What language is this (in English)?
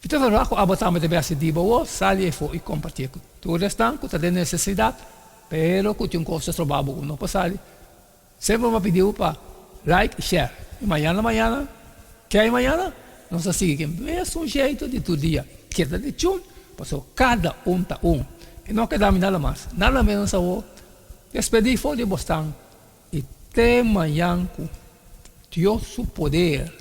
Papiamento